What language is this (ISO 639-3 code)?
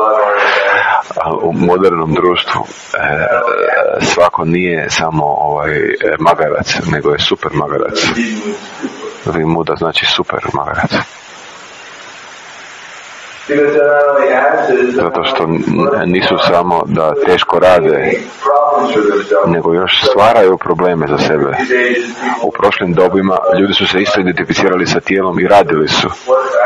hrv